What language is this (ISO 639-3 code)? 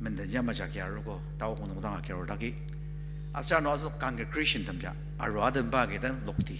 njo